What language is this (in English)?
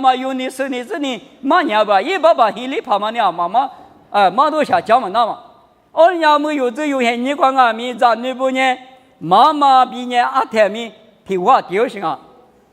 Lisu